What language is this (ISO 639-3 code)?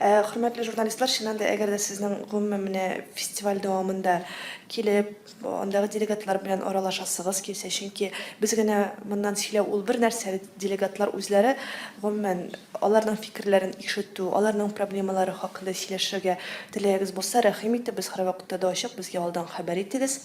tat